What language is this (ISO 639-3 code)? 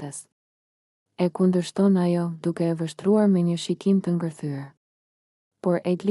sqi